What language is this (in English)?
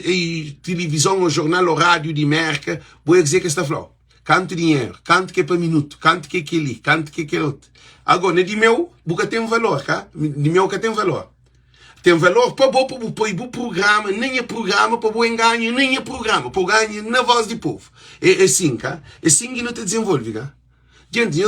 Kabuverdianu